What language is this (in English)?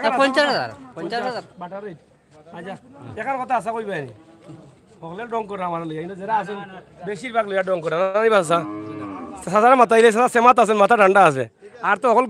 Sylheti